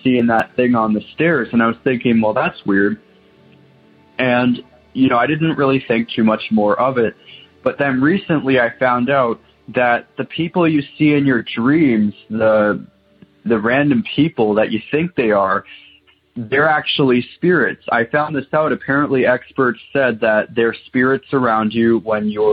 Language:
English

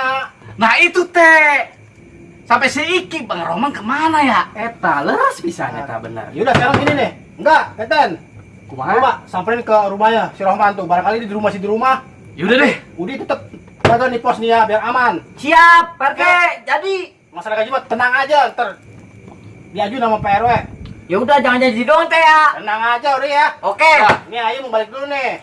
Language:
Betawi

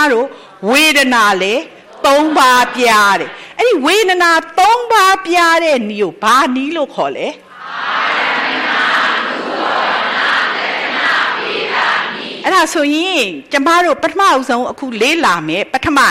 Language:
Burmese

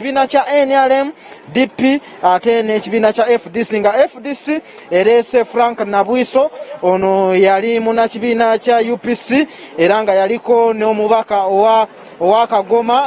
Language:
Ganda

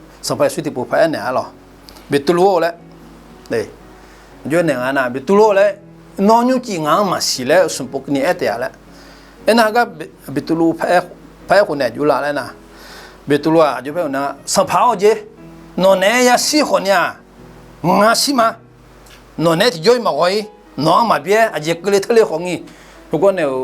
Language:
Akha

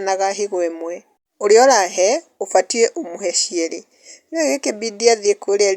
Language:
Kikuyu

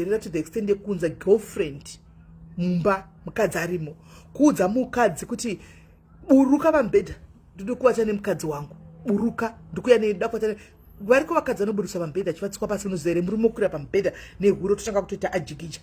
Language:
Shona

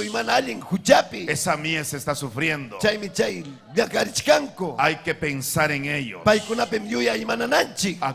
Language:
Ayacucho Quechua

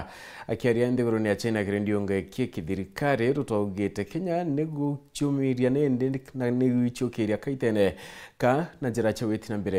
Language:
Meru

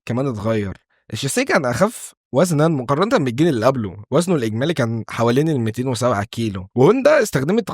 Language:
Egyptian Arabic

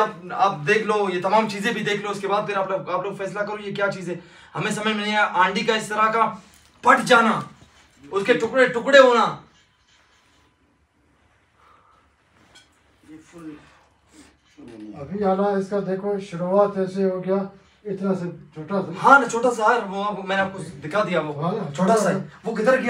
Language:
Hindi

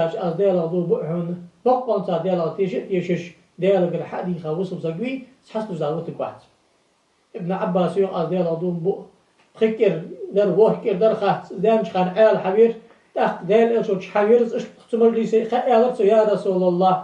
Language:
Ingush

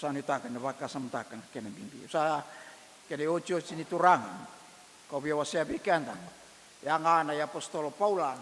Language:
Fijian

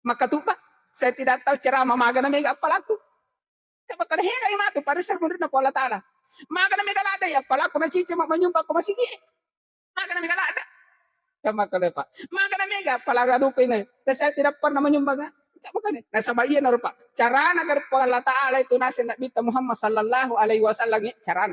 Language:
Buginese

